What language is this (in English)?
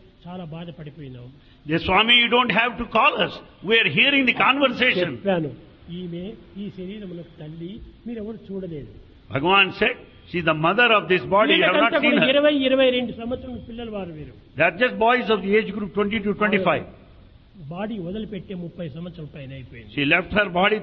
Telugu